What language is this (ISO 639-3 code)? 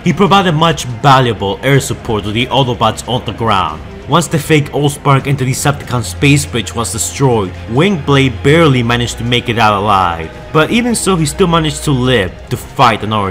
eng